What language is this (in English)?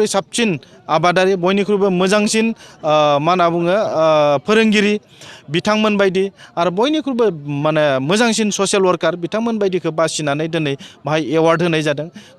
Bodo